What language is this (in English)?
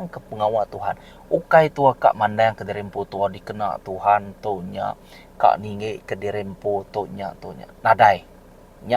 Iban